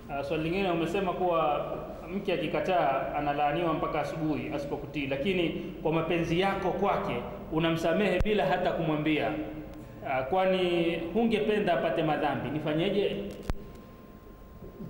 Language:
Swahili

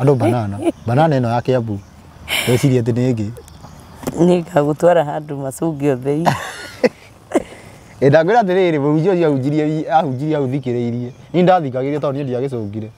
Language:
Kikuyu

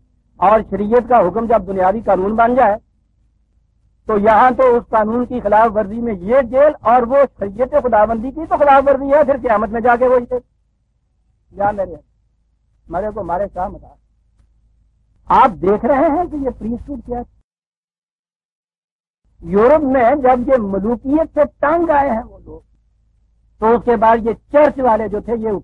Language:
Urdu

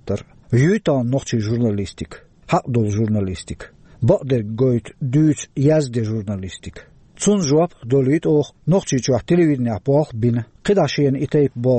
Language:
Chechen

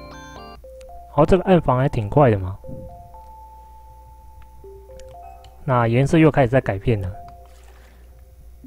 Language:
Chinese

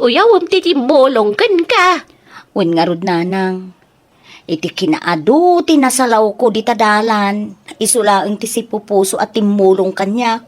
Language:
Iloko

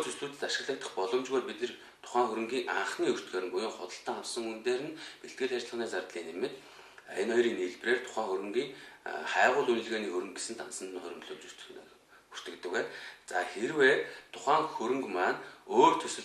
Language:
Mongolian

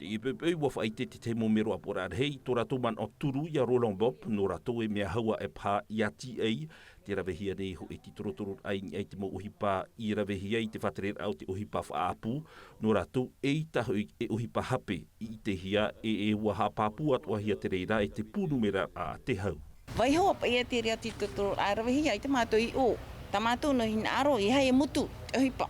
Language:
Tahitian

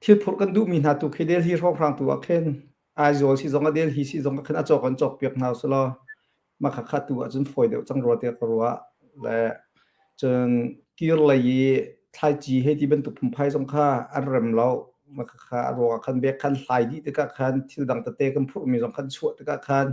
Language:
Hakha Chin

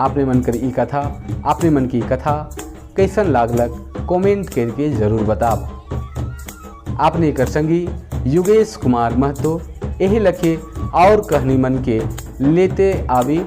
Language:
Sadri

